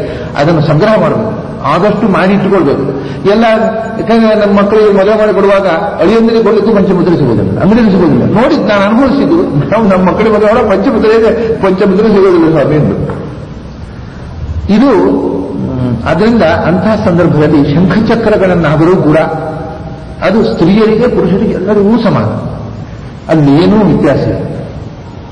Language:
Kannada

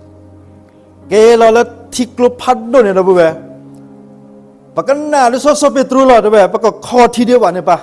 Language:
S'gaw Karen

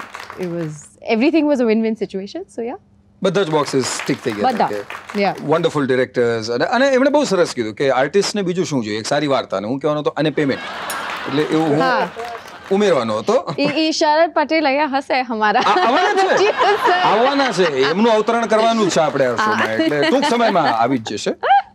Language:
Gujarati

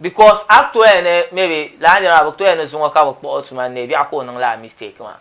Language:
Dagbani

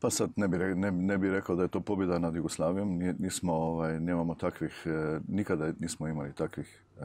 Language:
Serbian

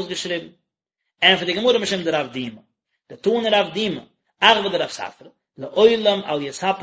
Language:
Yiddish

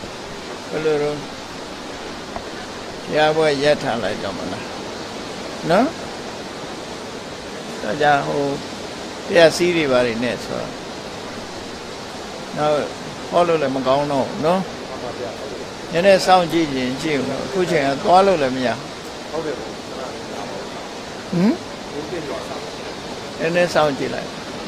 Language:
Burmese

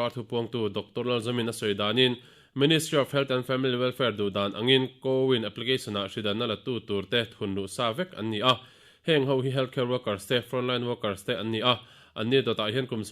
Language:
Mizo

